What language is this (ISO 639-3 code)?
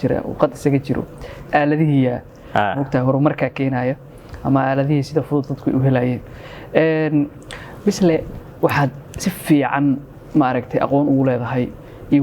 som